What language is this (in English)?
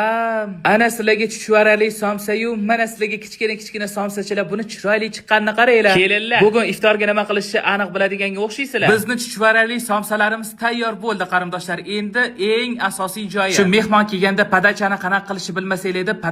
Uzbek